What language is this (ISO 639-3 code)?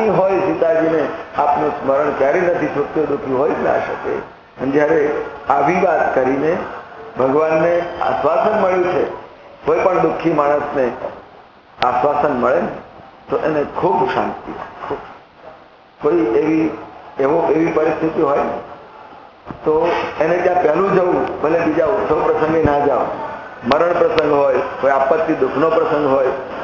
guj